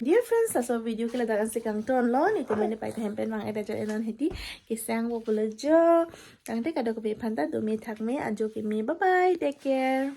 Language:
Karbi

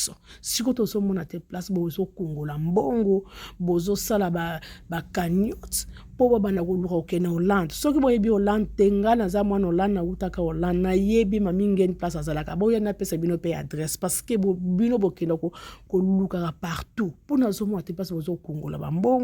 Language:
Lingala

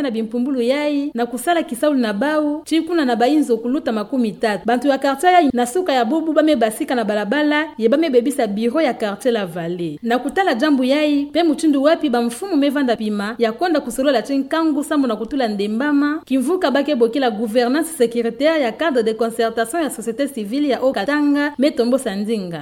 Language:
Kituba (Democratic Republic of Congo)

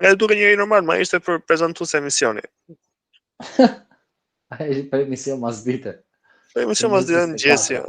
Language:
Albanian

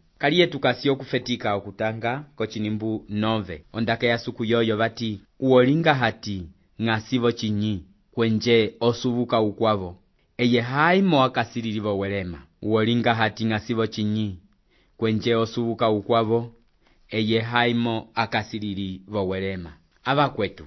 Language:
Umbundu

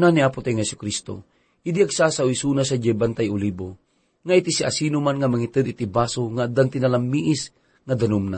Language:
Iloko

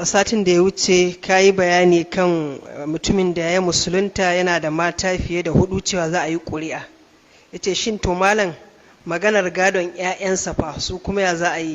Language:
Hausa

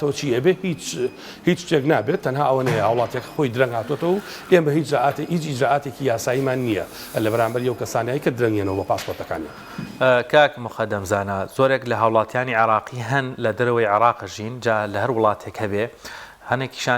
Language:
Central Kurdish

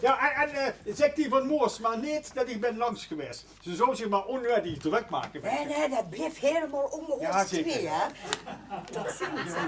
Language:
Limburgish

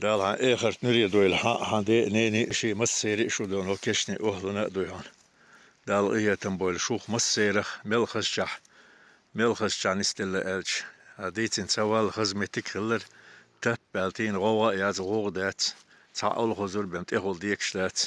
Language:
Chechen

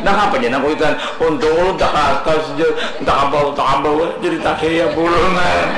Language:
Banjar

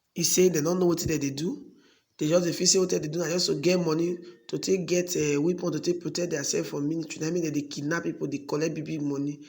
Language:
Nigerian Pidgin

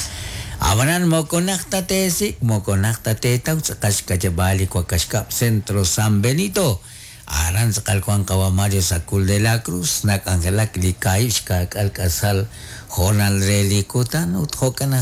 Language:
Kekchí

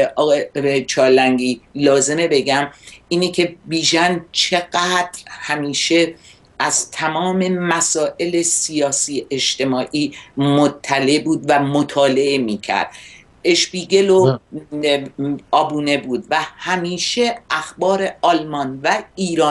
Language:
Persian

